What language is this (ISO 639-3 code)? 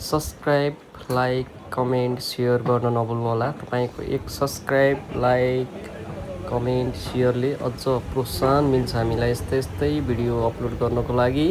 nep